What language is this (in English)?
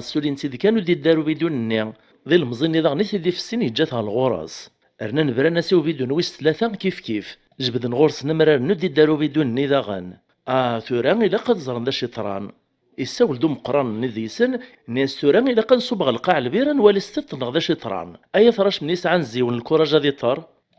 Kabyle